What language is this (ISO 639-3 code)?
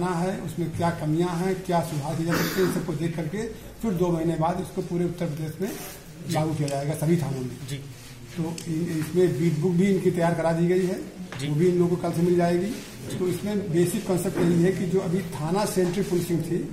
hin